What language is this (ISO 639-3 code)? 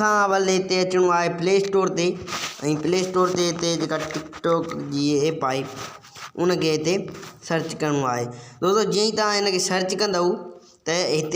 snd